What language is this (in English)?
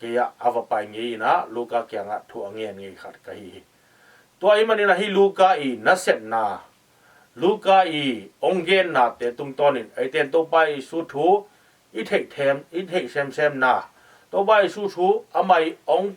Tedim Chin